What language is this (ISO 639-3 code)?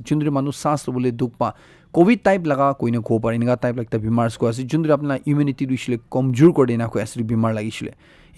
nag